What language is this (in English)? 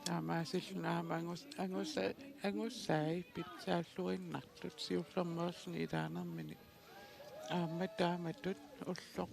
Kalaallisut